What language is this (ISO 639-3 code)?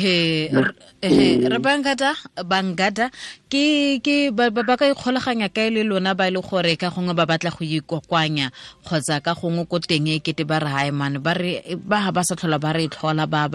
tsn